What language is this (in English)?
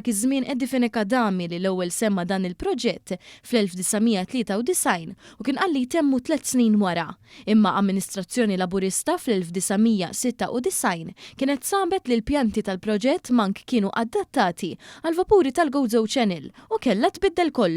Maltese